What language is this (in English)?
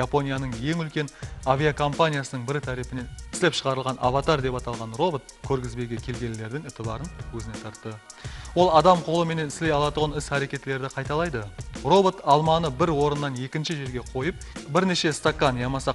Kara-Kalpak